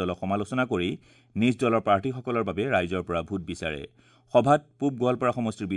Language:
Assamese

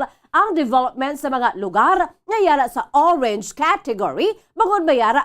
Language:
Hiligaynon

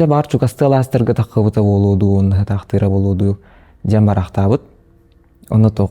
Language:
Yakut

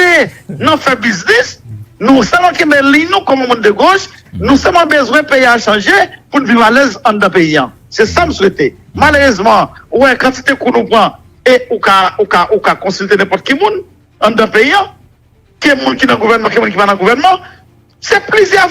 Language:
Haitian Creole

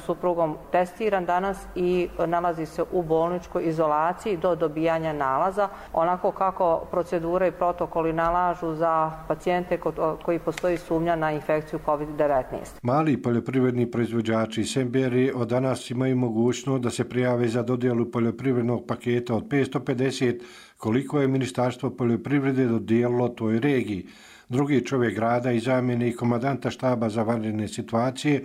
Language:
Bosnian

